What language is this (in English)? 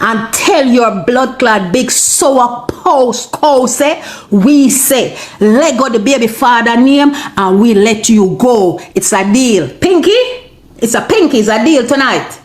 Jamaican Creole English